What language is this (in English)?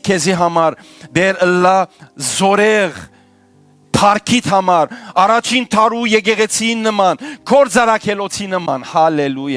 Western Armenian